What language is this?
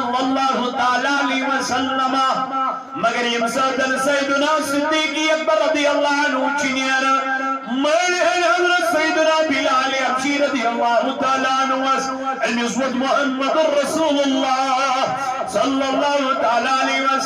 Kashmiri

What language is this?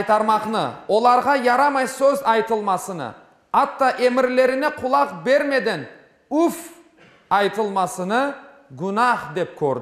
Crimean Tatar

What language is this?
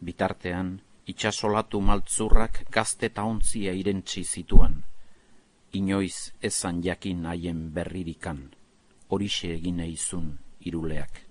Basque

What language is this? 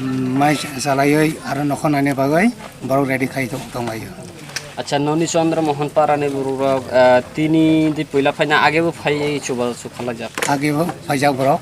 Kok Borok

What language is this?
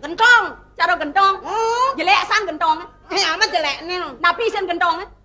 Balinese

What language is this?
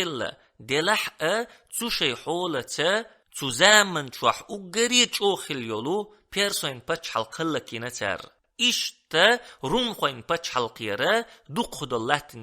Chechen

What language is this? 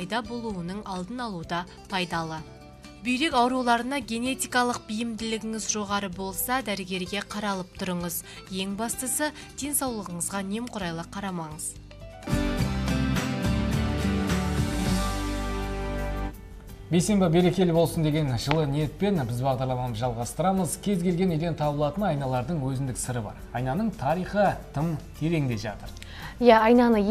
Kazakh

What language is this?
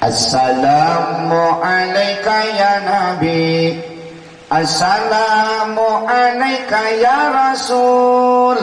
Sundanese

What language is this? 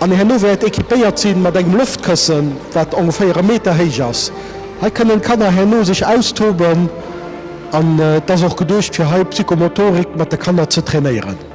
Luxembourgish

